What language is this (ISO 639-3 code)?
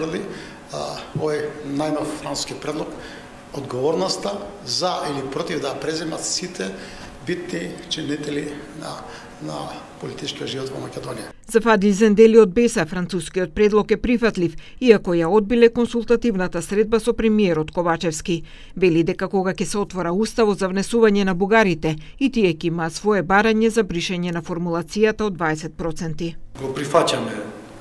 mkd